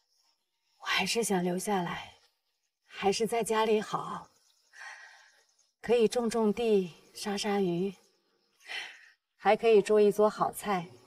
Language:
Chinese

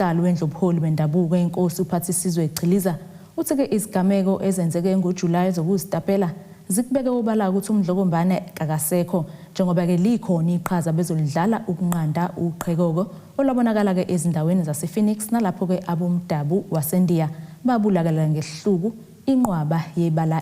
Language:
Zulu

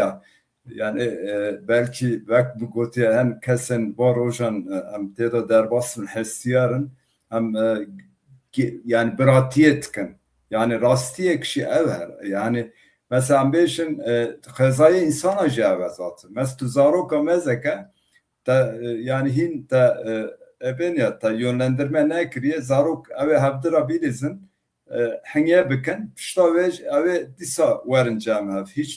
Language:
Kurdish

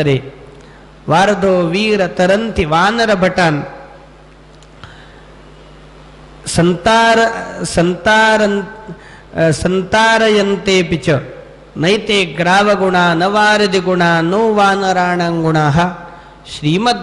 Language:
Marathi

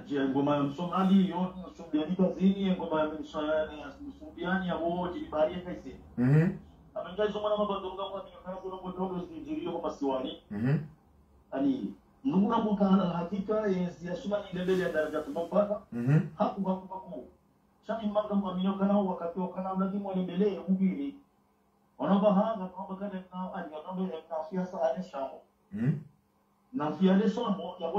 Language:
Swahili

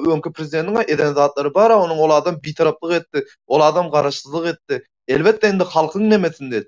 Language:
Turkmen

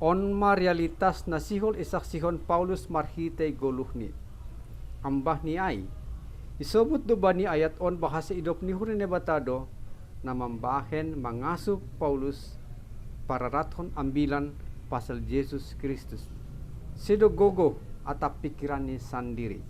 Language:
Batak Simalungun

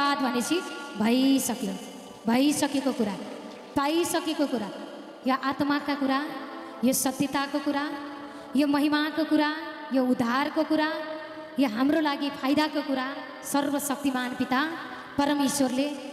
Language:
Nepali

